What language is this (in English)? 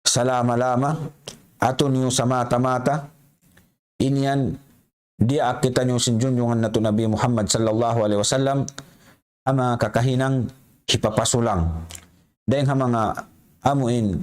Tausug